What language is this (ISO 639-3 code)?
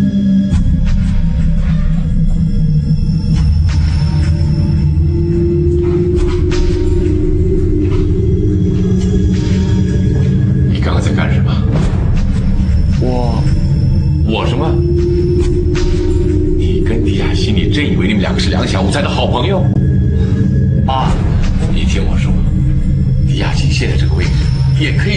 zho